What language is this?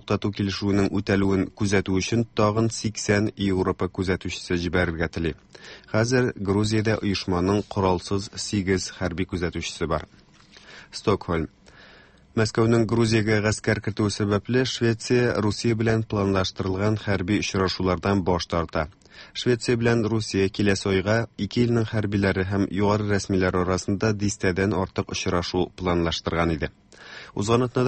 Tatar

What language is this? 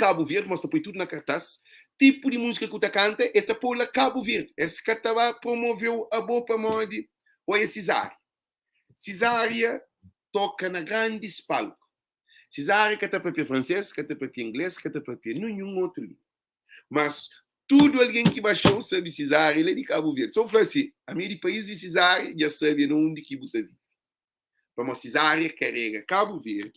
Kabuverdianu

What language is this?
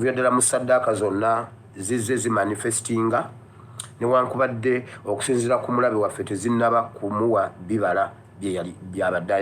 Ganda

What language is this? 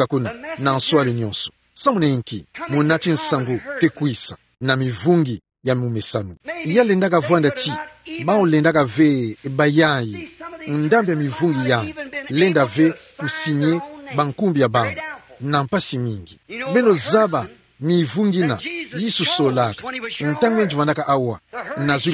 Kituba (Democratic Republic of Congo)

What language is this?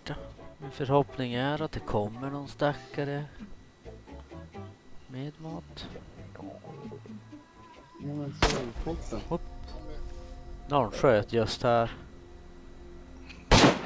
Swedish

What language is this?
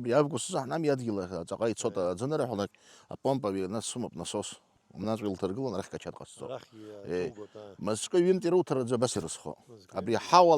Abkhazian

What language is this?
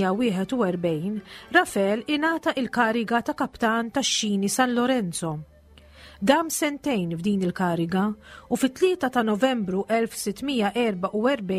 Maltese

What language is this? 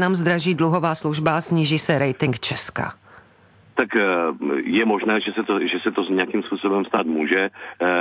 Czech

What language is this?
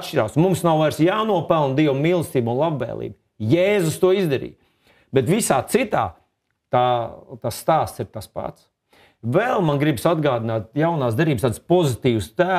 Latvian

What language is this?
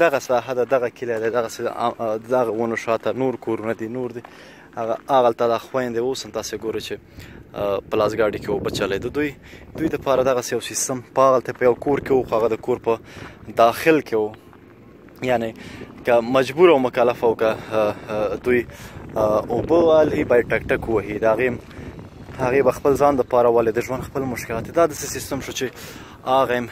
Pashto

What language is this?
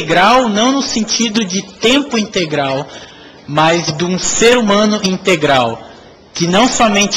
Portuguese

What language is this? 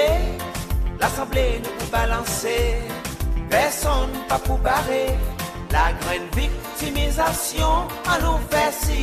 Seselwa Creole French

